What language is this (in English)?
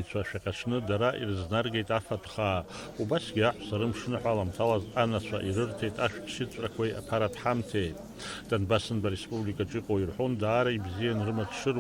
Abkhazian